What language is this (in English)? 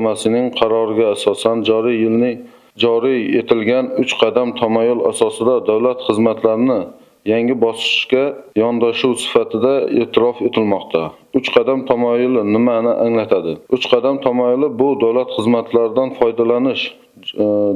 Uzbek